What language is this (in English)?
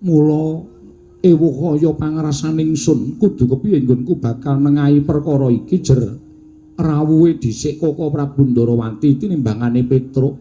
Javanese